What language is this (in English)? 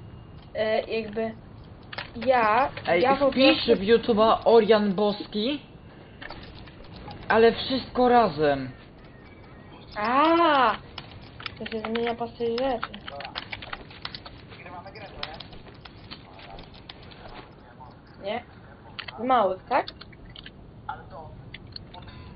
Polish